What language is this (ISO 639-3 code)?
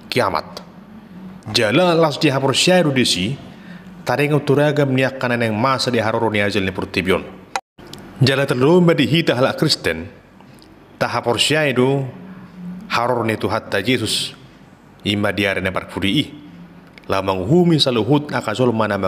bbc